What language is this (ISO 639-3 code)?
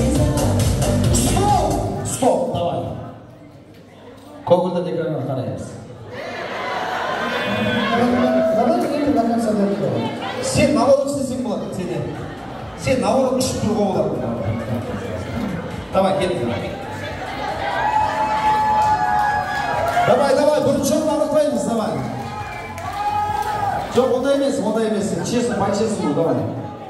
kaz